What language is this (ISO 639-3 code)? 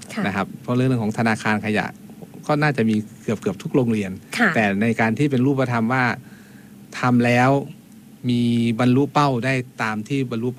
tha